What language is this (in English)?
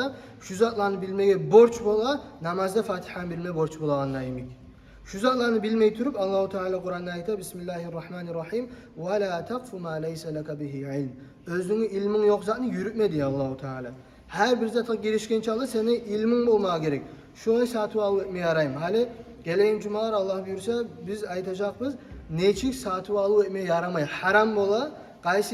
Kumyk